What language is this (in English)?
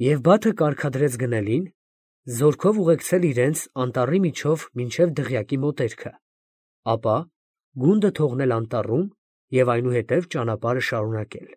Armenian